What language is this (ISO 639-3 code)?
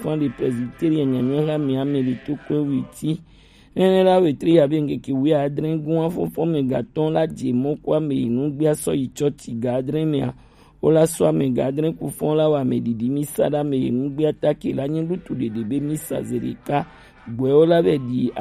gej